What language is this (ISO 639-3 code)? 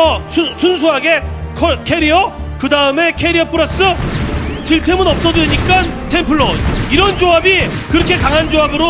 kor